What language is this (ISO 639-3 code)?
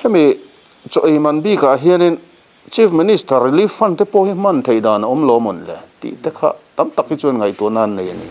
lus